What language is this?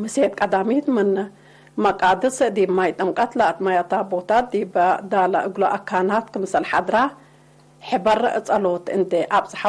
Tigre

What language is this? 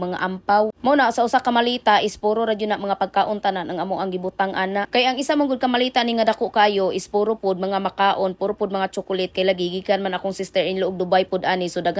Cebuano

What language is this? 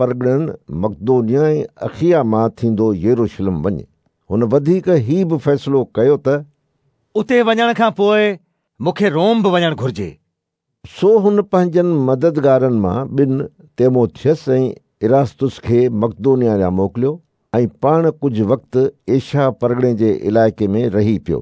Sindhi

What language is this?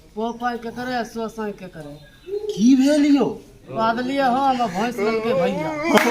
Maithili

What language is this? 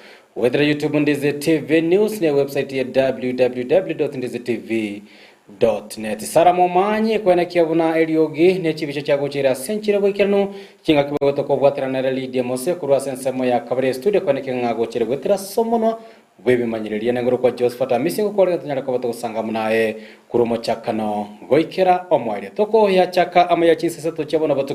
Gusii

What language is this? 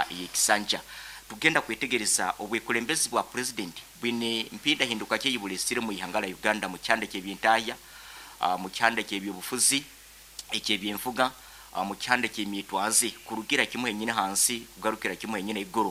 Nyoro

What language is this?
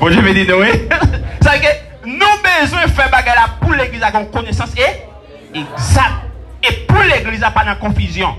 Haitian Creole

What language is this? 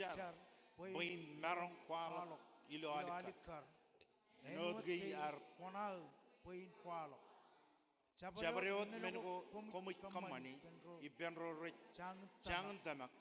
Marshallese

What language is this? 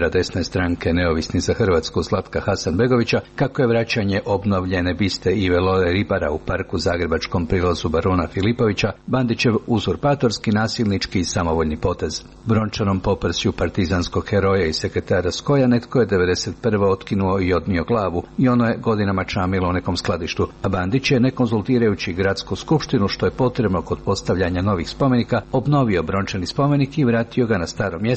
Croatian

